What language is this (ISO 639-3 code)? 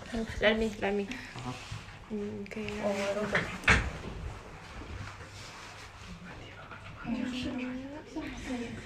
zho